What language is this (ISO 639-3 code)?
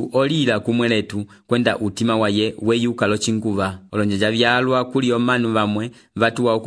umb